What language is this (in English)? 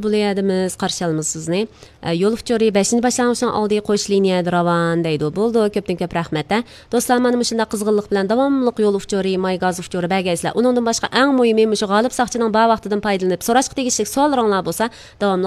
Uyghur